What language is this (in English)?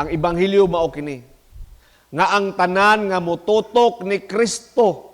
Cebuano